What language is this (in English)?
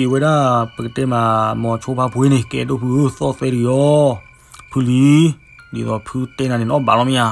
S'gaw Karen